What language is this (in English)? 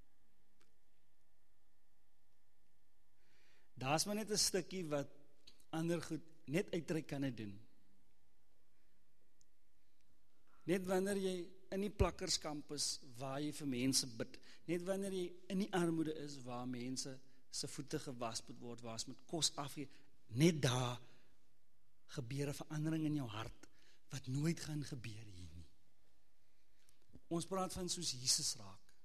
Afrikaans